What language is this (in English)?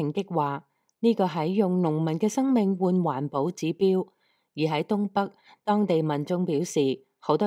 Cantonese